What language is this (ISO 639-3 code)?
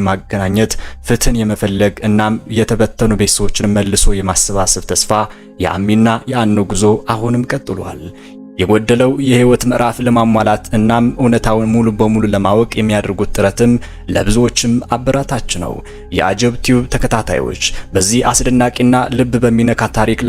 amh